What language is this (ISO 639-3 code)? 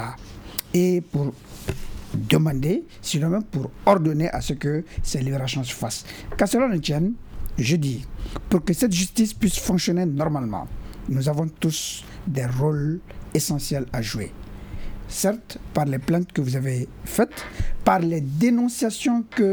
fra